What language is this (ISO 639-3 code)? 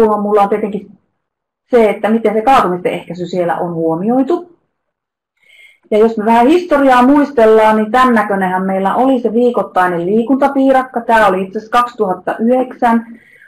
fin